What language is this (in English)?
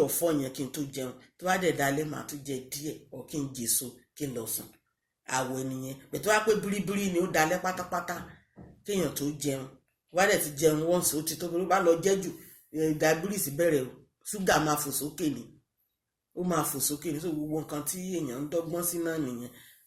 Yoruba